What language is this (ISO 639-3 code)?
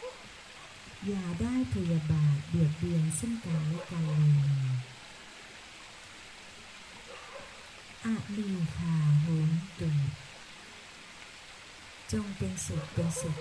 tha